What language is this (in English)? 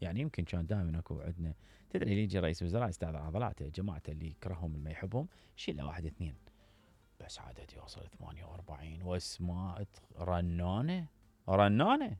Mesopotamian Arabic